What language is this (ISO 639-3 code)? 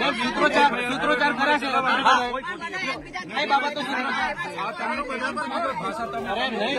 guj